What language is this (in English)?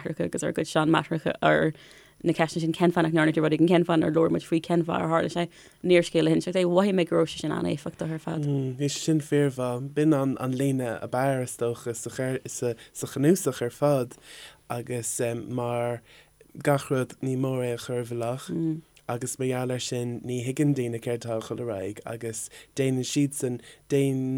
Irish